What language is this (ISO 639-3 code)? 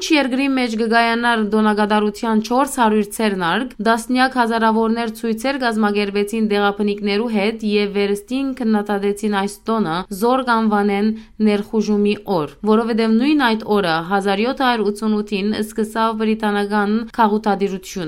hyw